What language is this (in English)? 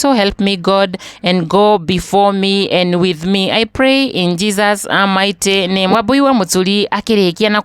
Kikuyu